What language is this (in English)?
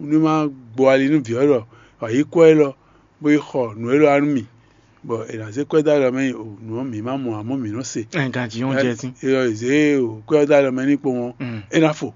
Fon